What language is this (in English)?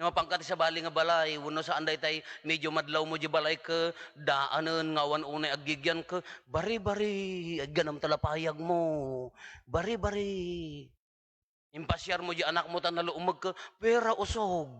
Iloko